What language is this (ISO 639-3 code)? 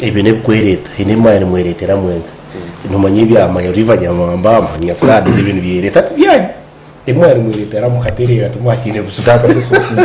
nyn